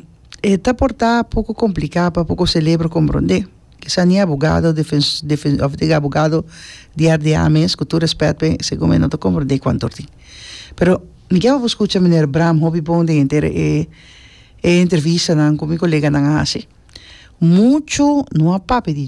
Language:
Papiamento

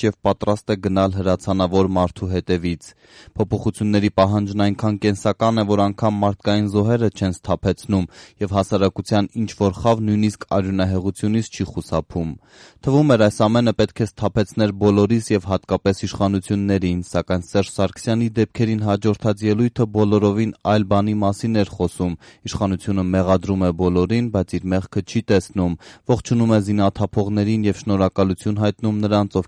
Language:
Armenian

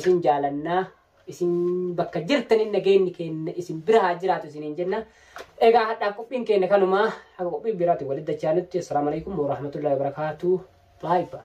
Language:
Oromo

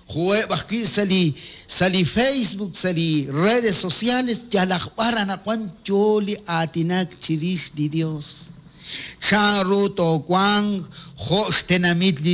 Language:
Kekchí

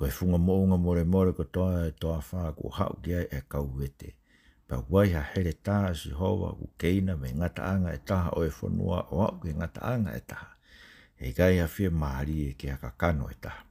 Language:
Tongan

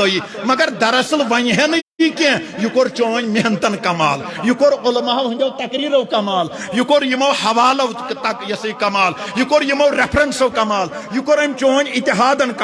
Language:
Kashmiri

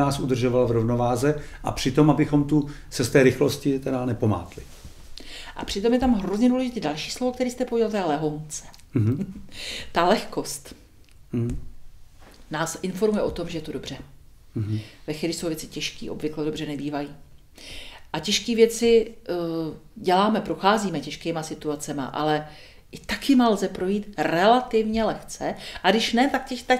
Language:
Czech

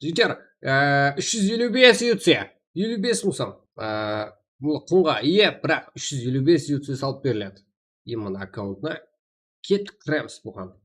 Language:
Kara-Kalpak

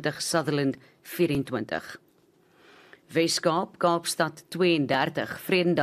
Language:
Afrikaans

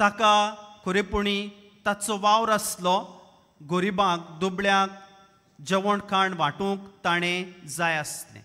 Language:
Konkani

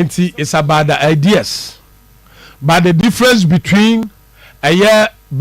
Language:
Akan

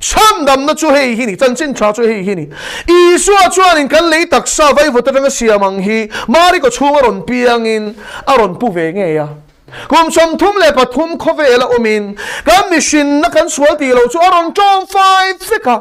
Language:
Mizo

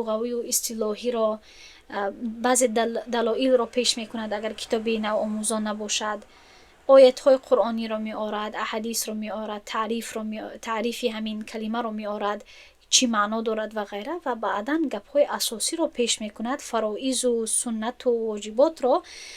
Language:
Tajik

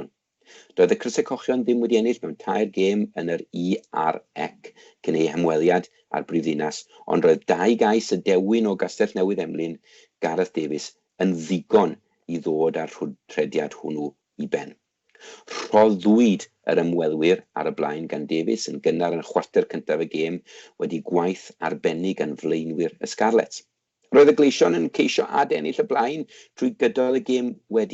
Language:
Welsh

